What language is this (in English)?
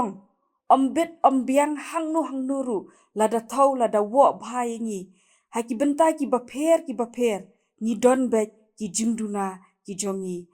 Khasi